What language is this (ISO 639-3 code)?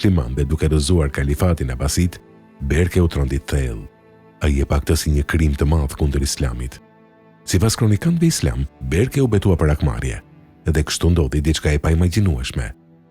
sqi